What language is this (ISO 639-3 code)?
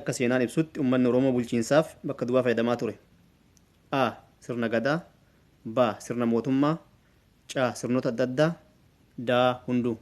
orm